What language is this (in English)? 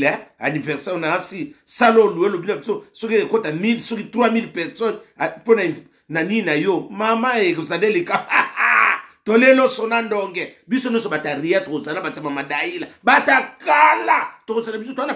Lingala